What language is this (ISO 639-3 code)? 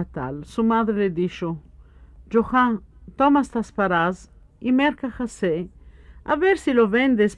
lad